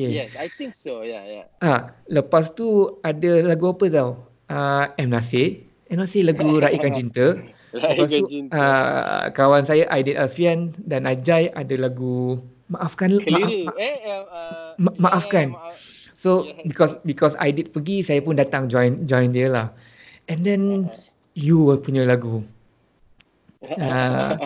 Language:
Malay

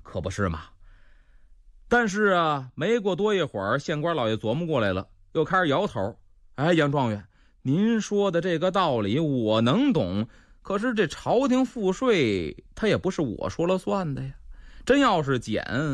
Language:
Chinese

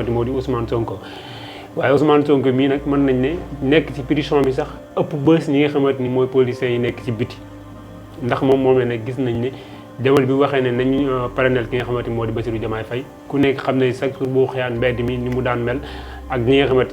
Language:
Wolof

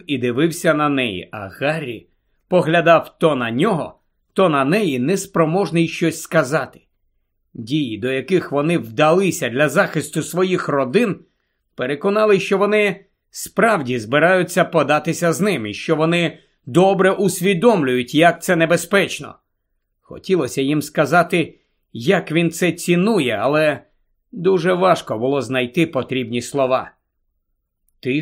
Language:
Ukrainian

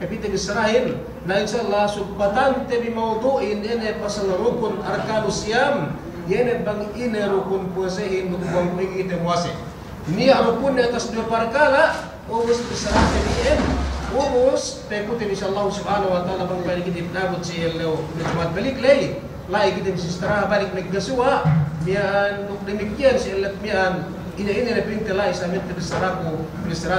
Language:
Yakan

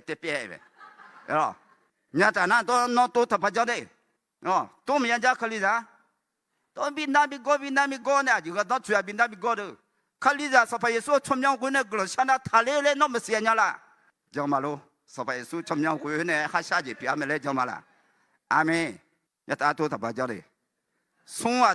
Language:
Akha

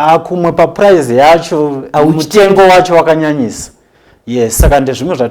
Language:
Shona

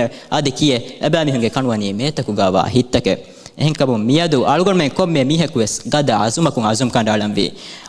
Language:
Divehi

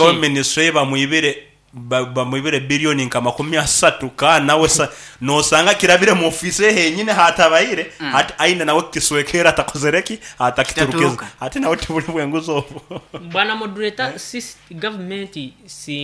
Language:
Nyankole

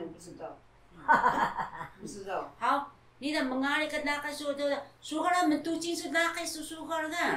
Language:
Taroko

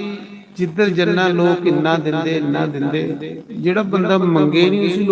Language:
Dogri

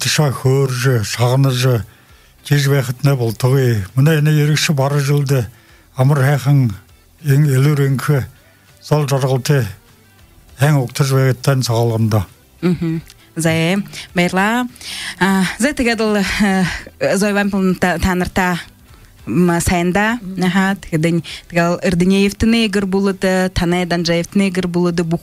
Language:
Buriat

